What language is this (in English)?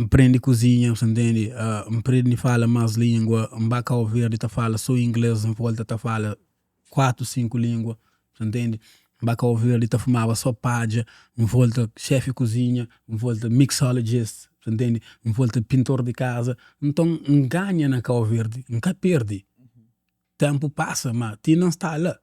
Kabuverdianu